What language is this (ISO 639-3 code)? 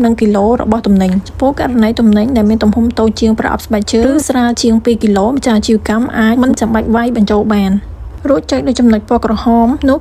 khm